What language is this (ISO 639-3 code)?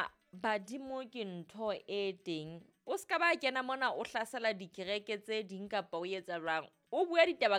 sot